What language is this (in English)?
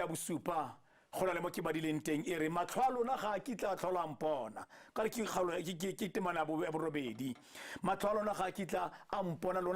Tswana